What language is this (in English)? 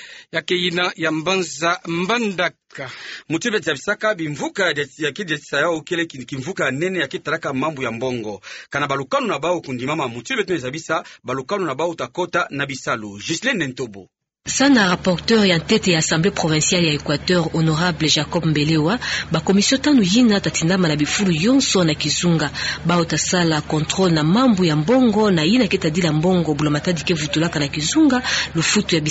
Kituba (Democratic Republic of Congo)